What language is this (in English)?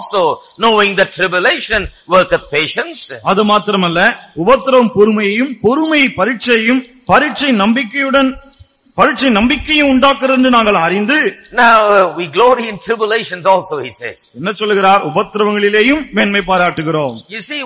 Tamil